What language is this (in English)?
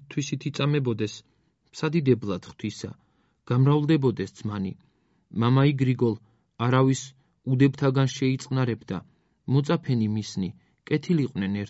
Georgian